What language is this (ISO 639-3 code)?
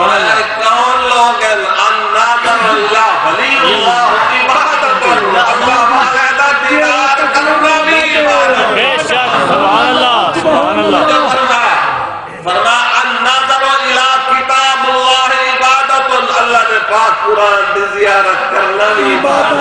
skr